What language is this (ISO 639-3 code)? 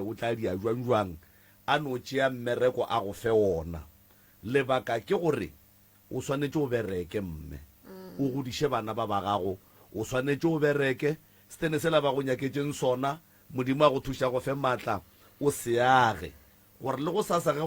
nso